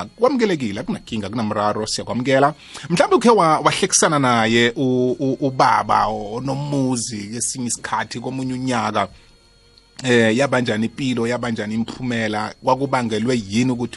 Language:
South Ndebele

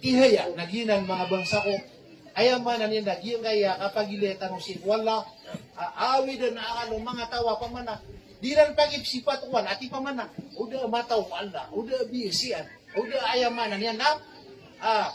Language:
Maranao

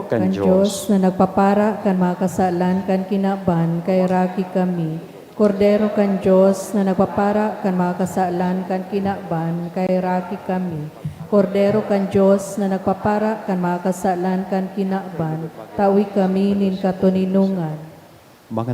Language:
Bikol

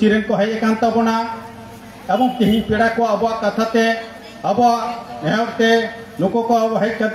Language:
Santali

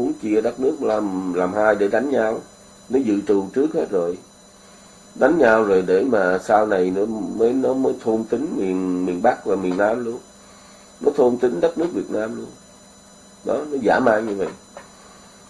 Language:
Vietnamese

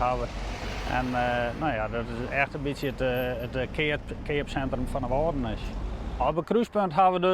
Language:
Western Frisian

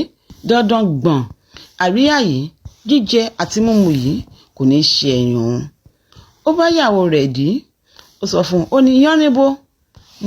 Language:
Yoruba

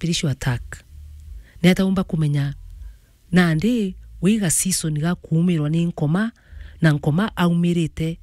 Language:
Meru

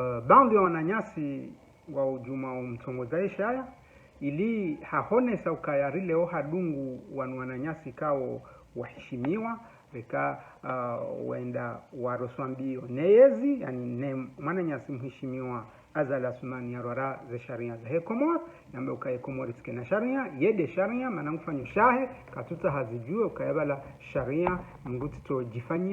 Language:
Ngazidja Comorian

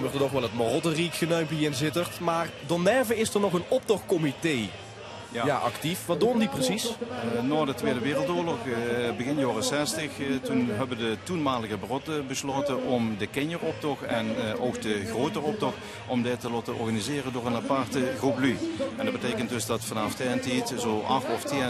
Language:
Limburgish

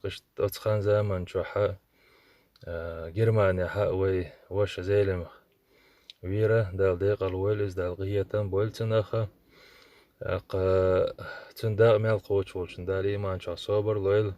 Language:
Chechen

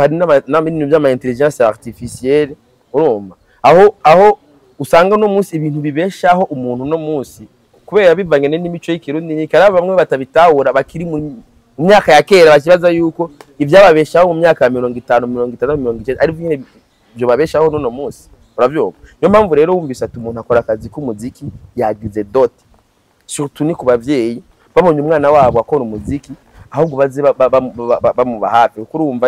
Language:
Rundi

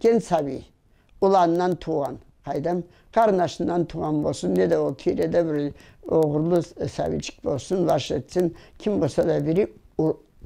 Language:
Karachay-Balkar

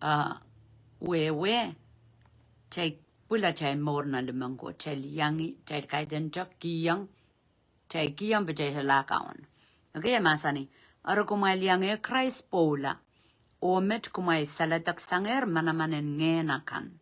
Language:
Pohnpeian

